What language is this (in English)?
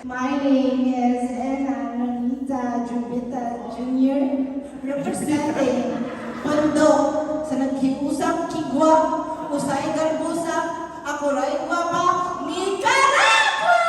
Cebuano